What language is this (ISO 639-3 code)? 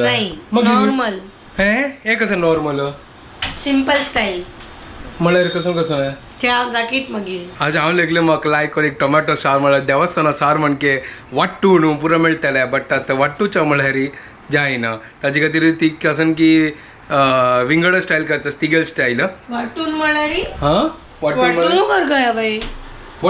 kok